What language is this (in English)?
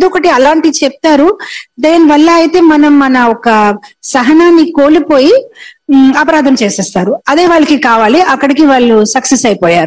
Telugu